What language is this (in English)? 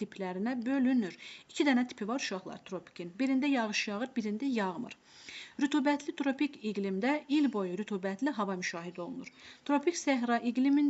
Azerbaijani